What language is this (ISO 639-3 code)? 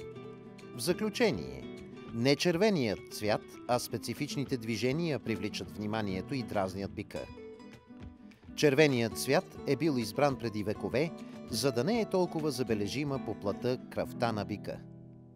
bul